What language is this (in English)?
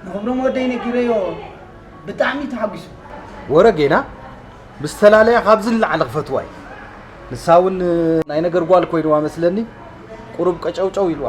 Tigrinya